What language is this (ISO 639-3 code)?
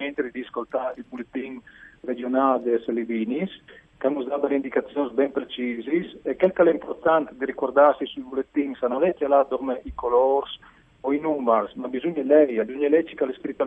fur